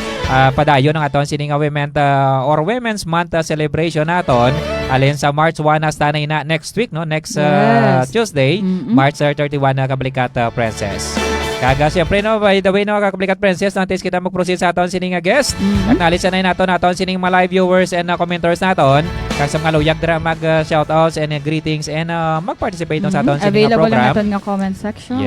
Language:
Hiligaynon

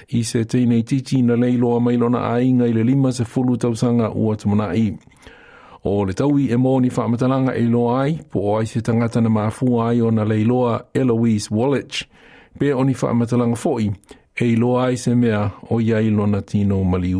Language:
Samoan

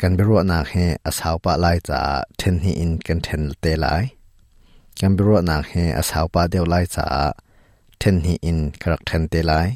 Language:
Hakha Chin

